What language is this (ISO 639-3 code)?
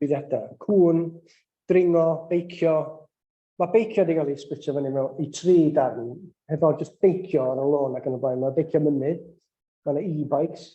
cym